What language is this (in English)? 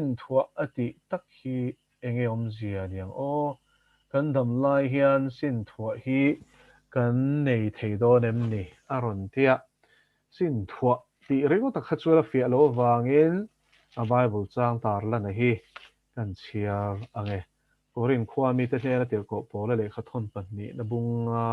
Mizo